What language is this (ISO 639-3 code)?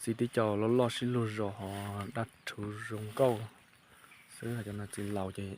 hmn